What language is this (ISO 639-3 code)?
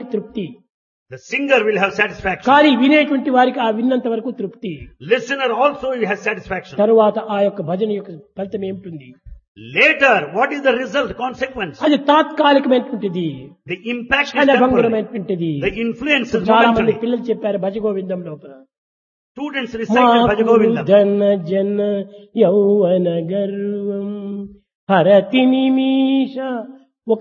tel